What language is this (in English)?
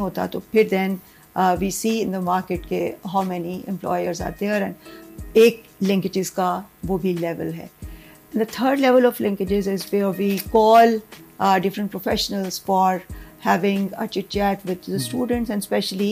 Urdu